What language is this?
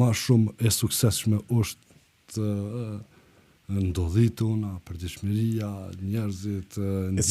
Albanian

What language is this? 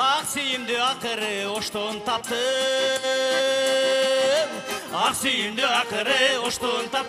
Kyrgyz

